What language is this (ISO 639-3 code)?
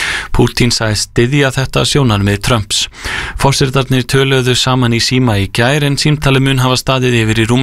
isl